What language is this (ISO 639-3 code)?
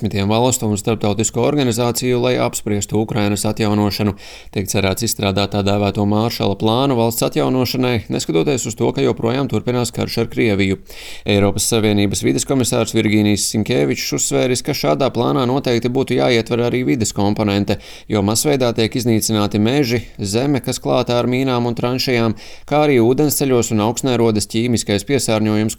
lav